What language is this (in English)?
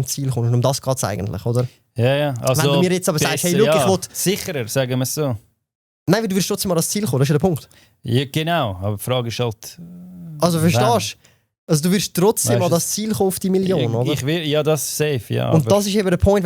Swiss German